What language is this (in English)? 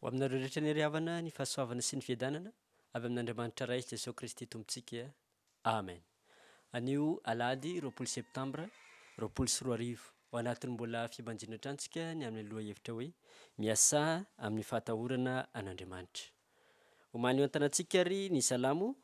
Malagasy